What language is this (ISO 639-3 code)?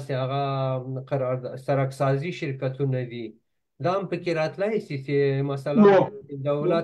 pus